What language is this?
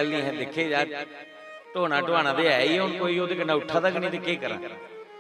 Dogri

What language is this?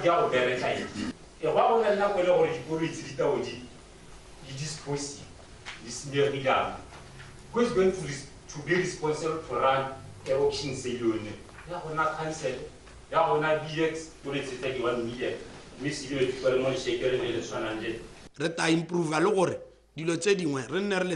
Tswana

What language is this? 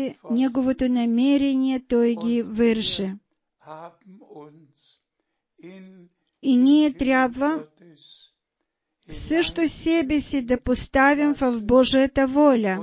Bulgarian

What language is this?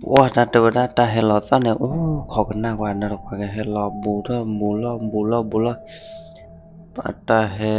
S'gaw Karen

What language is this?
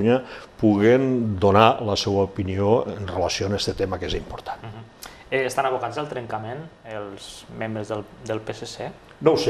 Catalan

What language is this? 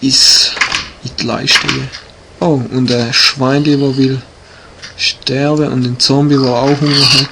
Swiss German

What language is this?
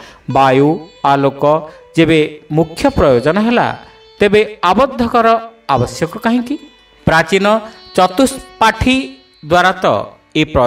Odia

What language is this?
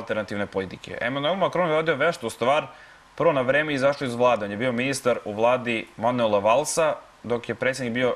Serbian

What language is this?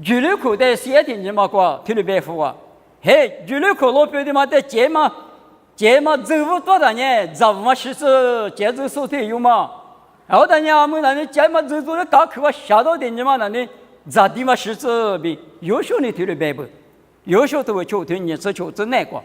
Lisu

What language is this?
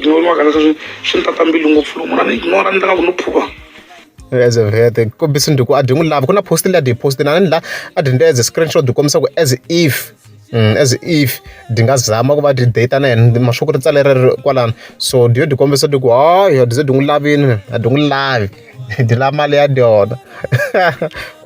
Tsonga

